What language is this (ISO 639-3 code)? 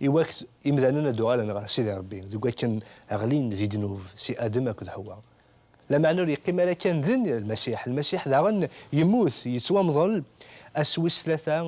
kab